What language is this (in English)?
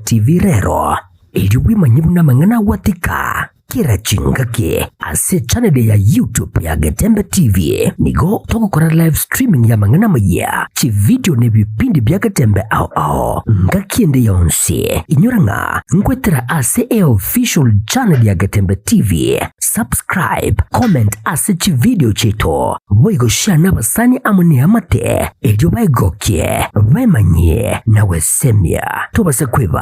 Gusii